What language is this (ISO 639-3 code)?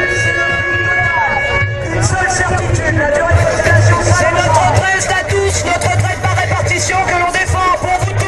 fra